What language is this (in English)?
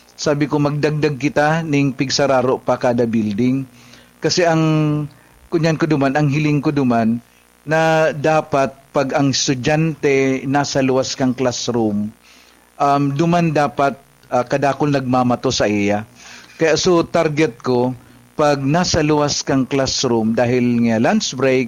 Bikol